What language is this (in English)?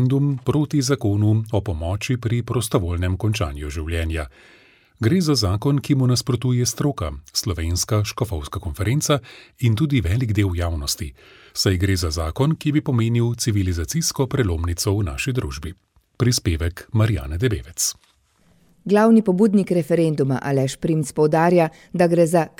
Slovenian